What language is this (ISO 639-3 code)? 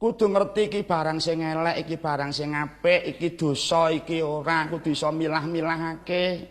jav